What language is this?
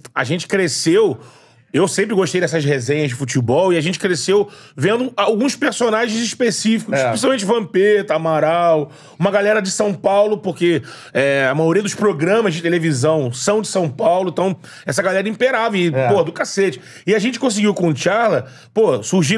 Portuguese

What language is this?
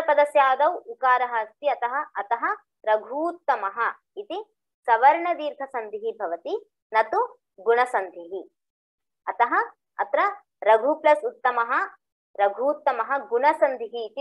Sanskrit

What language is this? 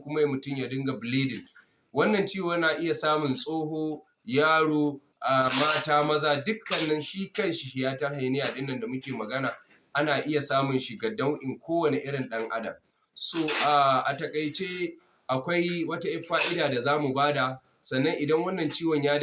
Hausa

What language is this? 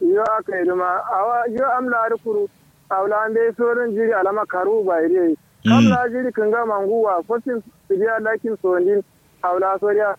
Kanuri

